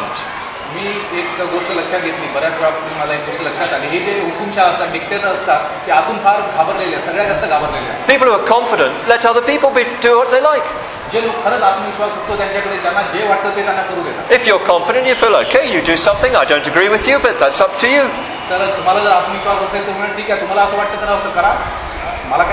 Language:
Marathi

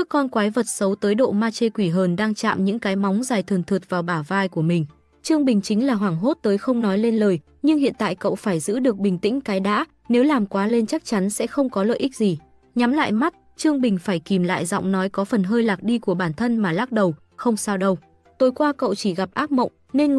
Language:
Vietnamese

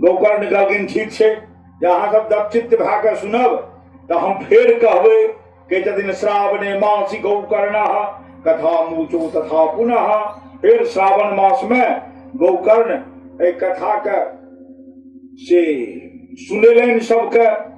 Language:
Maithili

